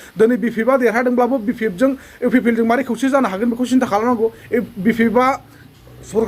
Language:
Bodo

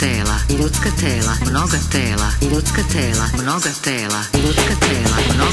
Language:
Serbian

